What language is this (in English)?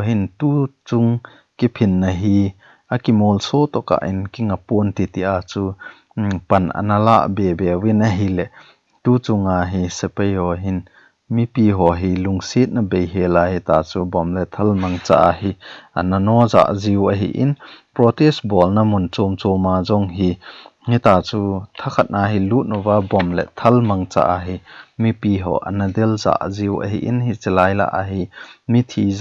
Thado Chin